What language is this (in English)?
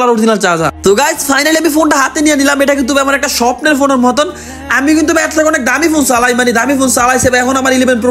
Bangla